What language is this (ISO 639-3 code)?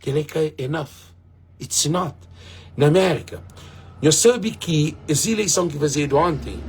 kea